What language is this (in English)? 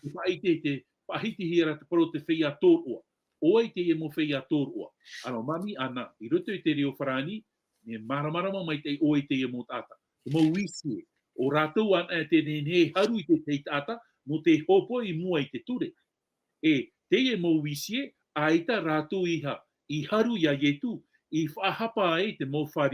Tahitian